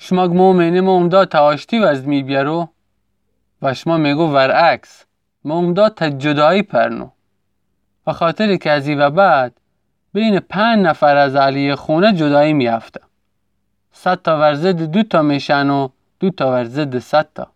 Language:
Gilaki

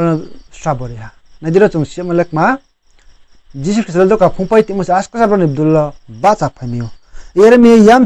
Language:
Riang (India)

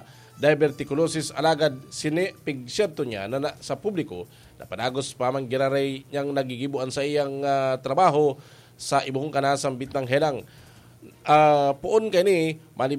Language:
Bikol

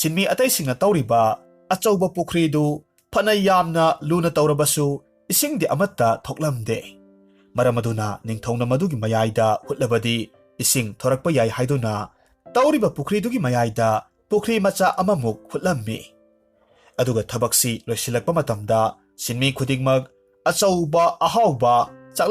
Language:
Manipuri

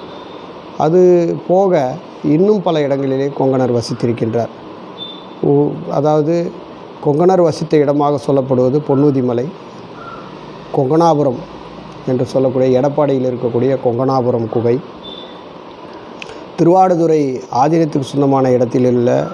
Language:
Tamil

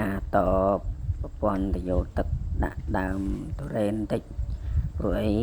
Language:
Khmer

